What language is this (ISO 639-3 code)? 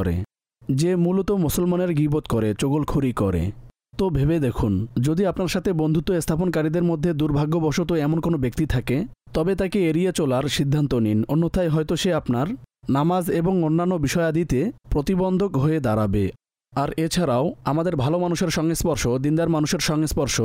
ben